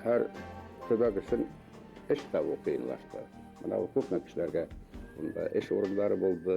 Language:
Bashkir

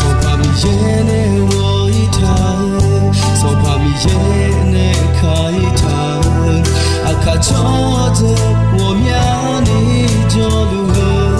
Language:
Akha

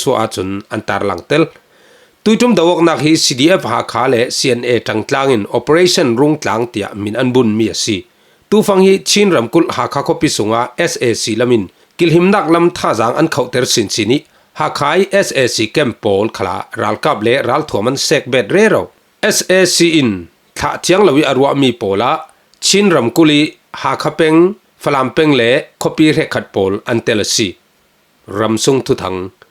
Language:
Falam Chin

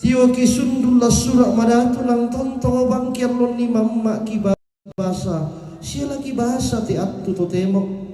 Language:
Toraja-Sa'dan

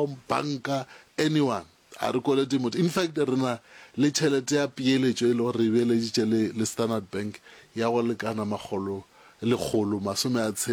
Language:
Northern Sotho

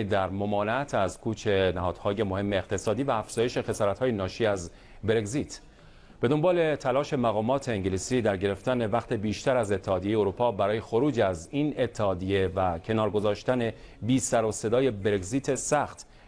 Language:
Persian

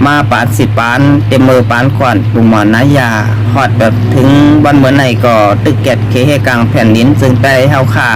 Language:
Shan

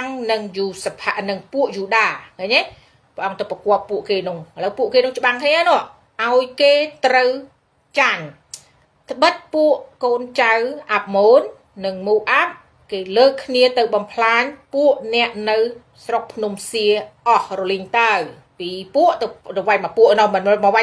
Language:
Khmer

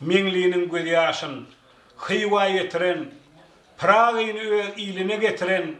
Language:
Turkmen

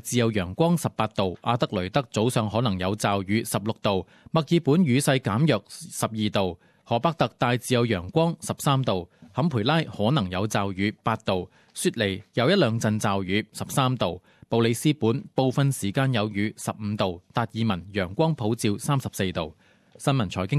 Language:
Cantonese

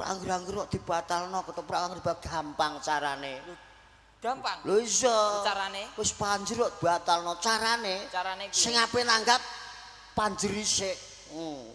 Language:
Javanese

